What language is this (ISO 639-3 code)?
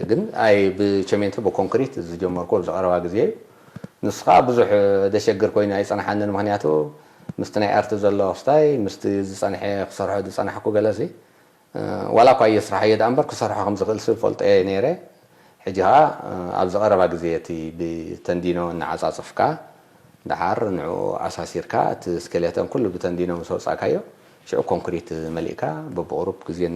tir